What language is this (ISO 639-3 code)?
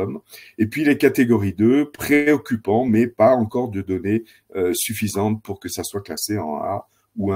fra